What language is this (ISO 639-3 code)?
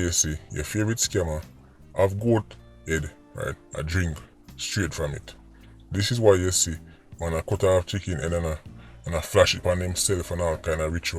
jam